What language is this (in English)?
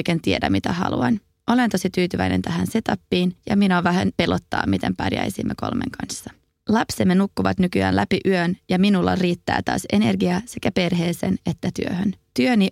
Finnish